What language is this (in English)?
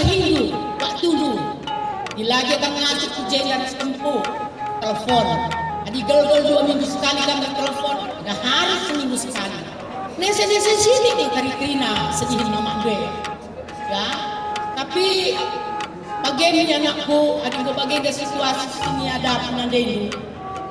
Batak Karo